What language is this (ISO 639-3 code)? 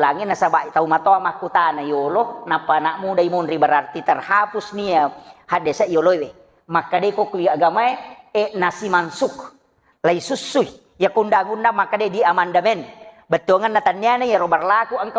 bug